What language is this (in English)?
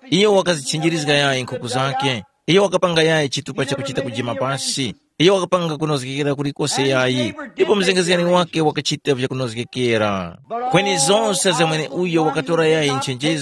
Tumbuka